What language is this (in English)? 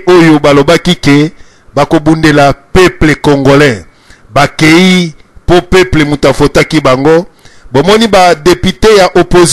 Lingala